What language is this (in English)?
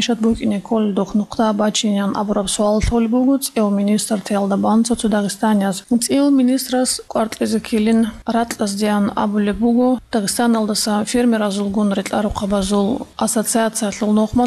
Avaric